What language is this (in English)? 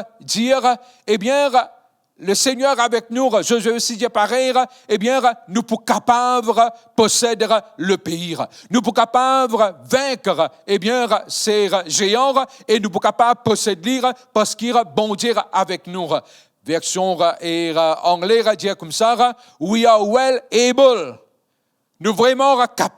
Morisyen